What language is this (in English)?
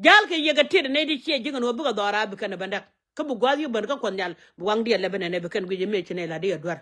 Nuer